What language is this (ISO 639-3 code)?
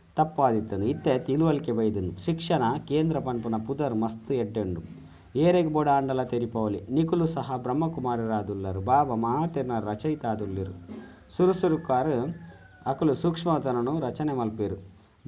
tcy